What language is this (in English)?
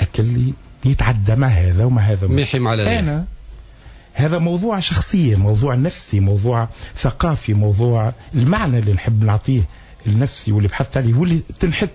Tunisian Arabic